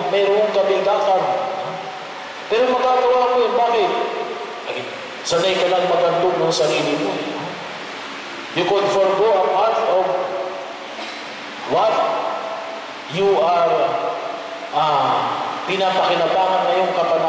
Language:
Filipino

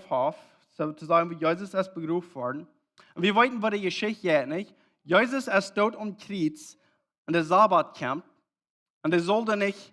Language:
Plautdietsch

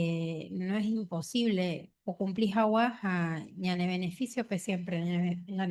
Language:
Guarani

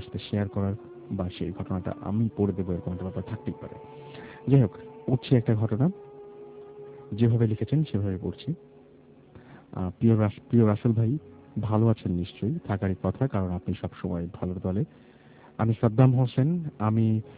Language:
Bangla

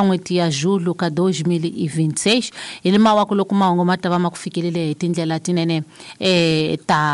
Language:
Tsonga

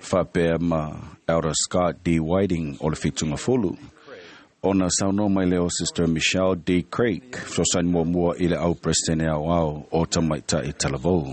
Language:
Samoan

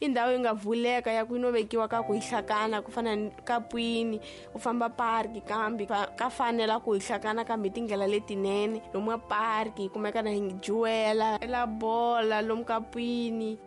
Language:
Tsonga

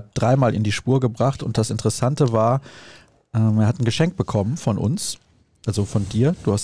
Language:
German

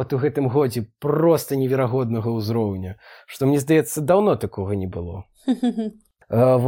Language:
Belarusian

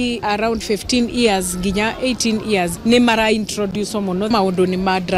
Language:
Kikuyu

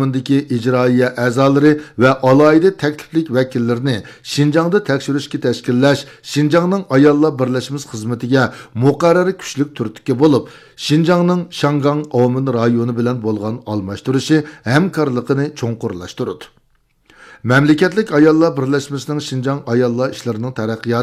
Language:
Uyghur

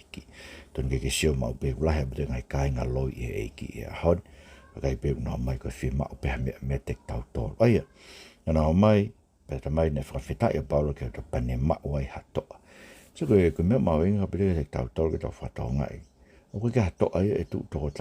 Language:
Tongan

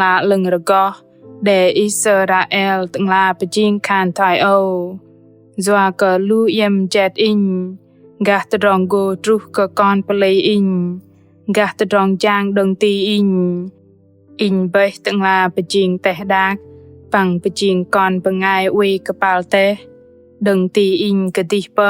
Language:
Bahnar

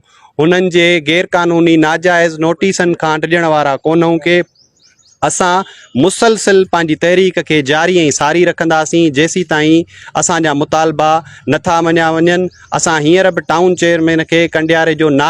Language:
Sindhi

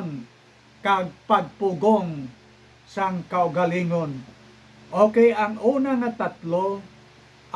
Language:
Hiligaynon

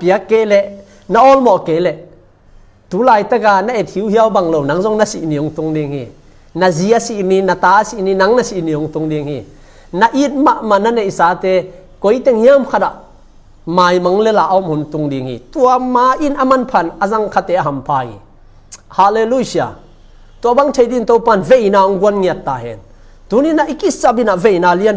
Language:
Tedim Chin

